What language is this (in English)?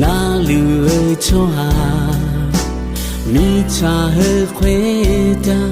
Akha